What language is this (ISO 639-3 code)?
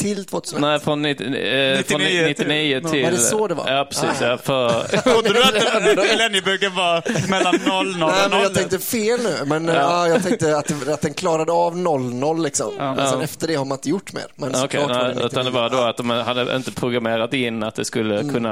swe